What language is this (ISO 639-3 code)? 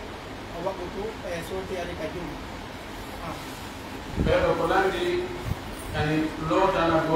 fuf